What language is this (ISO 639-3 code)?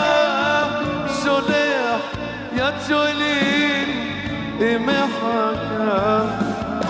heb